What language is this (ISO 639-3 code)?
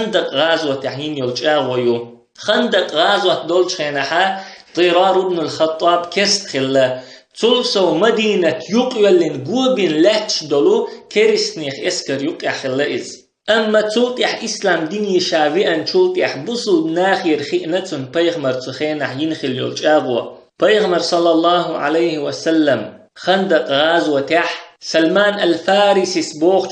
che